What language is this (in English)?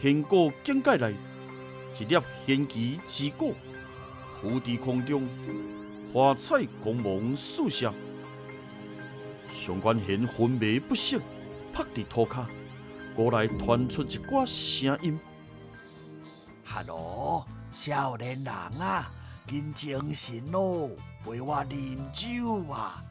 Min Nan Chinese